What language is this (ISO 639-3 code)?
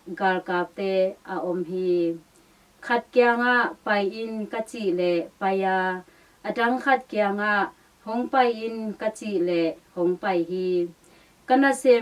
ctd